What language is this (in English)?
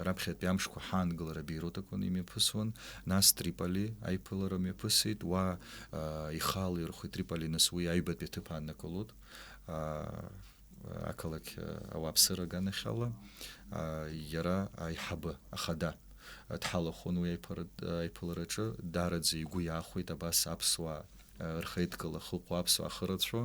Abkhazian